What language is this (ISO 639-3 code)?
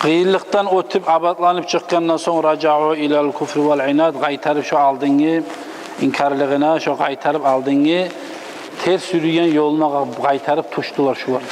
kum